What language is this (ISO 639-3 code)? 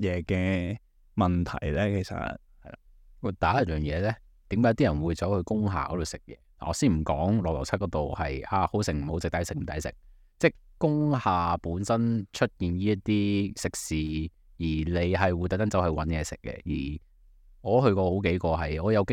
yue